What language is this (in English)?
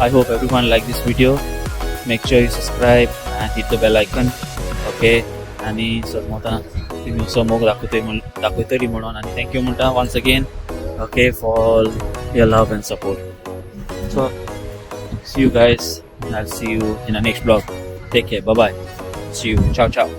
Konkani